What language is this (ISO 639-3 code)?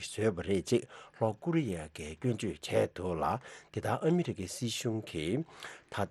bod